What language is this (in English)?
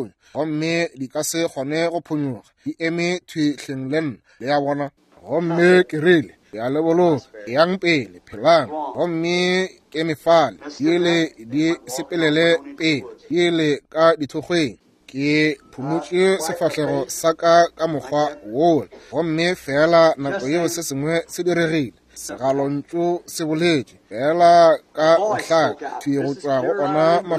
Northern Sotho